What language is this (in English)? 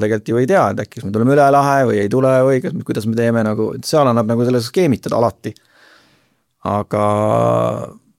Estonian